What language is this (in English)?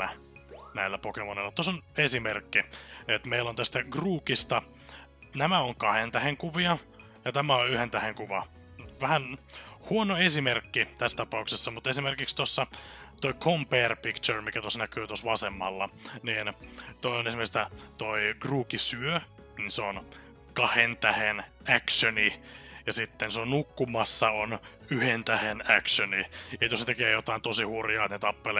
Finnish